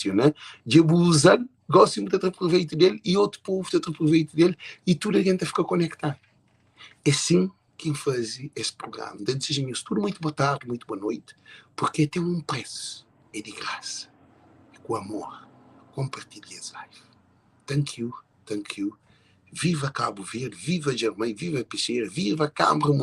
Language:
Kabuverdianu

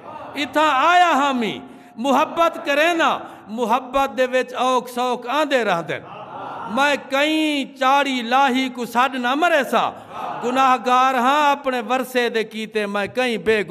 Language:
Saraiki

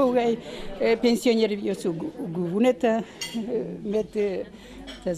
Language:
Udmurt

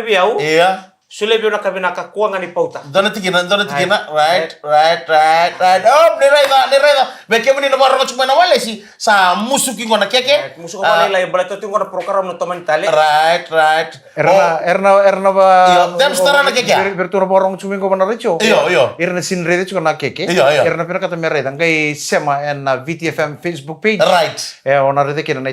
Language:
Fijian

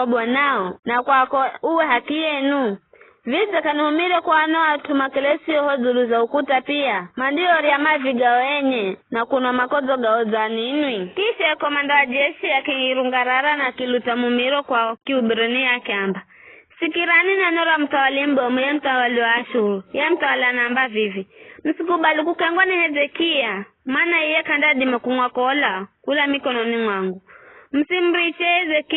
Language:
Giryama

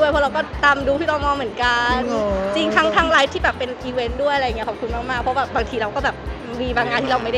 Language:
Thai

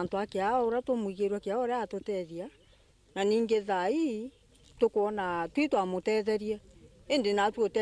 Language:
Meru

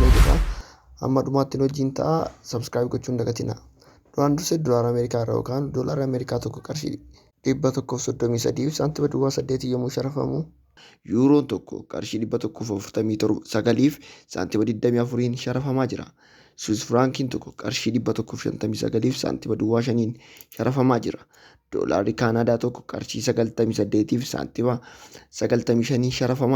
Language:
Oromo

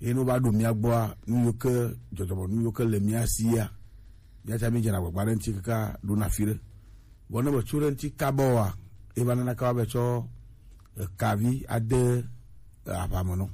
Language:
Gen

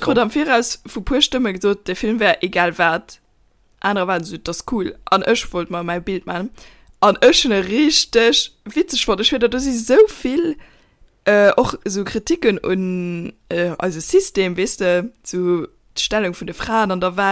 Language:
Luxembourgish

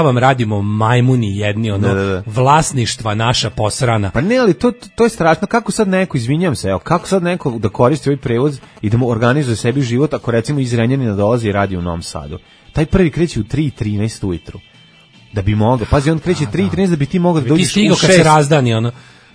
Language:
Serbian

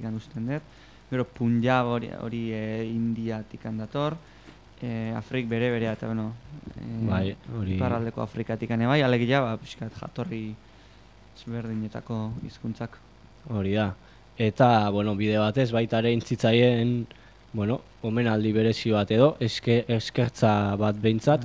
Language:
Basque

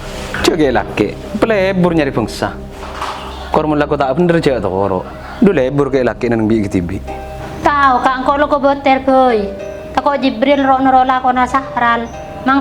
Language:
Madurese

